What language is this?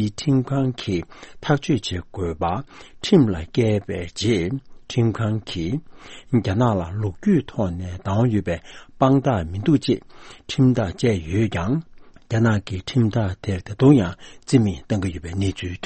Tibetan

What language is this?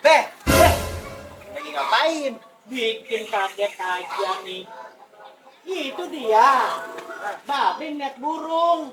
Betawi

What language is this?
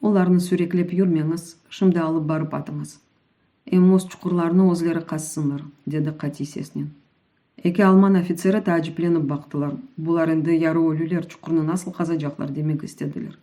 Crimean Tatar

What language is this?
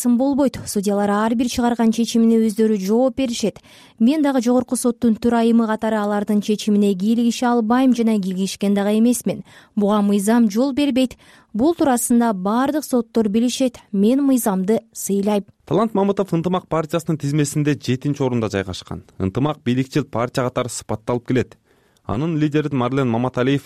Kyrgyz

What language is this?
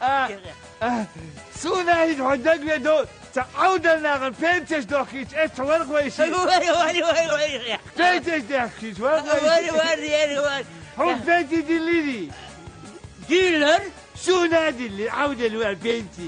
Chechen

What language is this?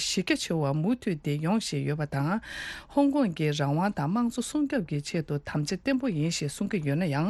Tibetan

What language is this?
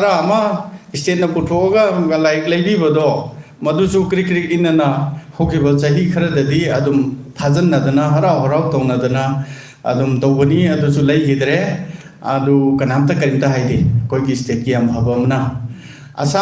Manipuri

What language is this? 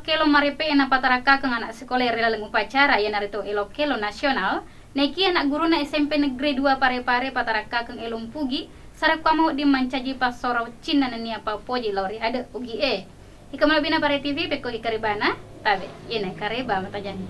Buginese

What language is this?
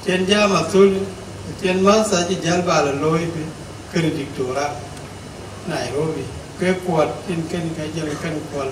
Dinka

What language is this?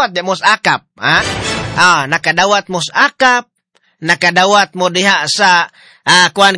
Cebuano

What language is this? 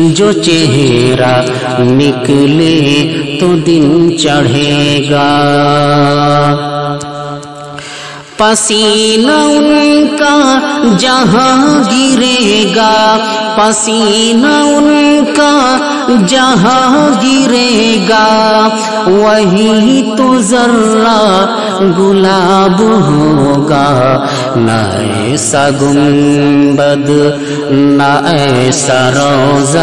Urdu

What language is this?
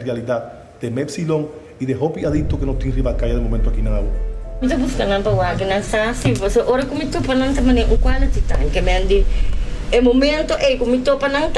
Papiamento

